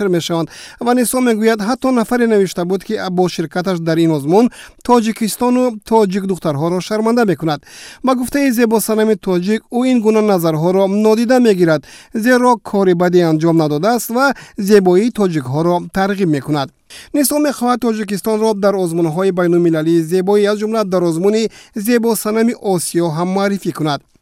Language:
Tajik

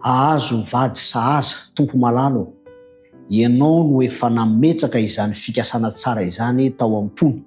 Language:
Malagasy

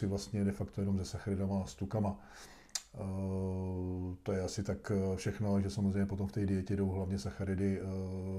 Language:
Czech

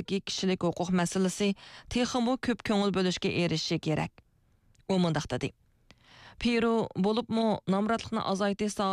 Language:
Uyghur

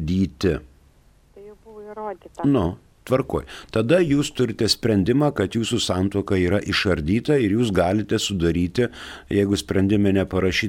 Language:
Lithuanian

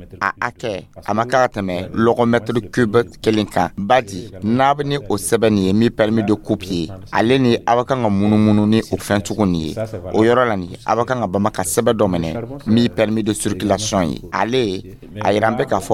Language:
Dyula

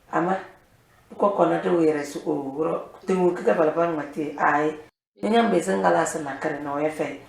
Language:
Tem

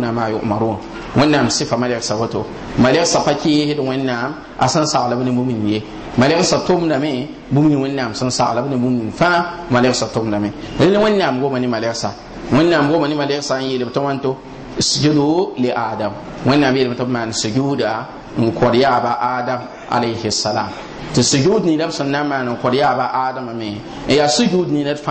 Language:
Mossi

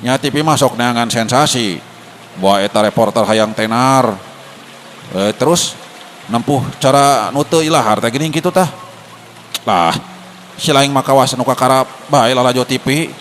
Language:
Sundanese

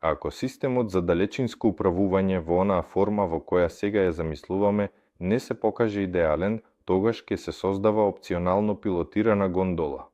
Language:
Macedonian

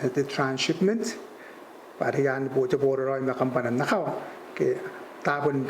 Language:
Gilbertese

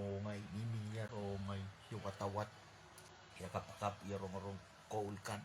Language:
Pohnpeian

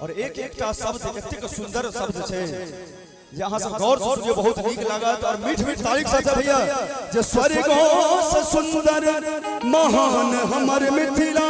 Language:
Maithili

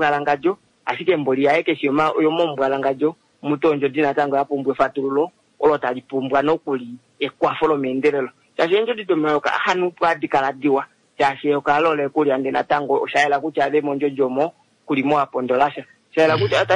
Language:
Kuanyama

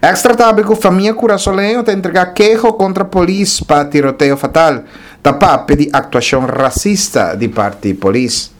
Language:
Papiamento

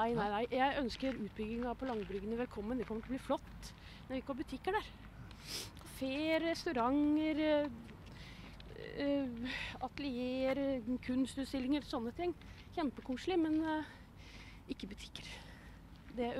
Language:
Norwegian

